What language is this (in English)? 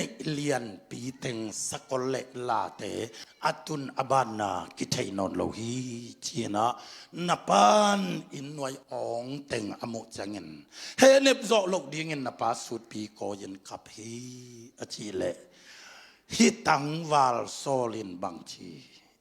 Tedim Chin